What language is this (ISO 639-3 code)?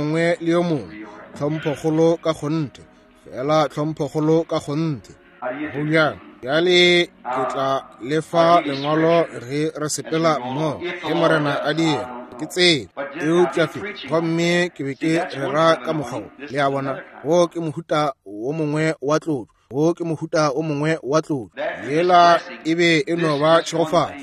nso